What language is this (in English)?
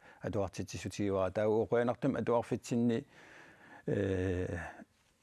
Kalaallisut